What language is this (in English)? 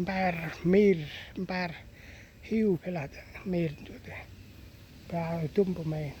Central Mnong